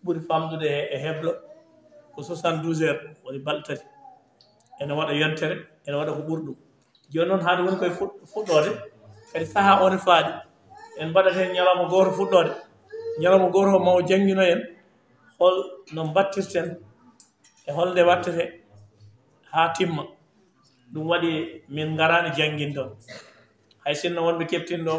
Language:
Fula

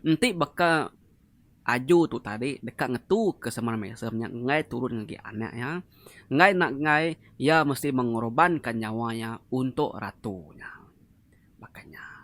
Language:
Iban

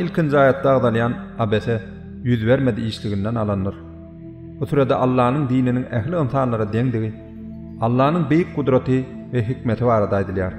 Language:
Turkmen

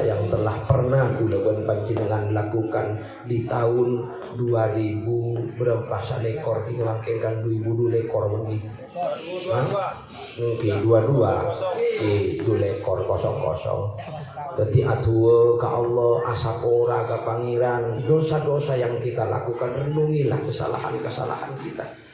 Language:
Madurese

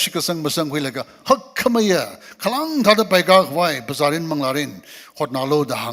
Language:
Tangkhul Naga (India)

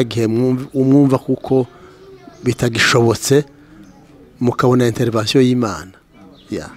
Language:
Kinyarwanda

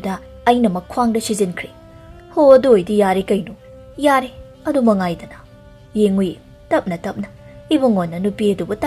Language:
Manipuri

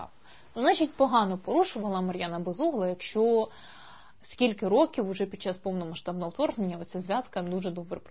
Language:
Ukrainian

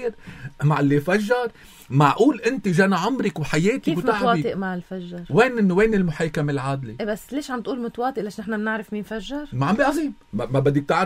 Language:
North Levantine Arabic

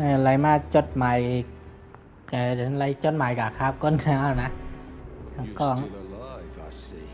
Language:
Shan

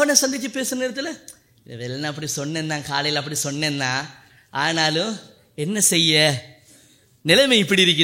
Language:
Tamil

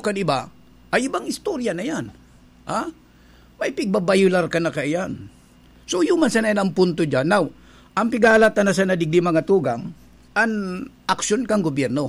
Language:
Bikol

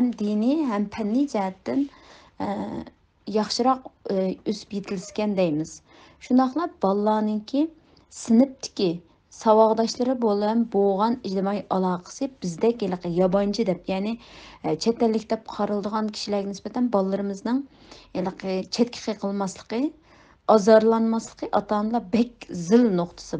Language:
Uyghur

